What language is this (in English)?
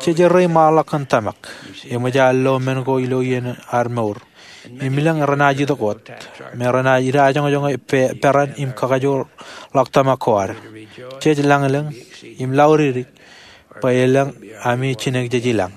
Marshallese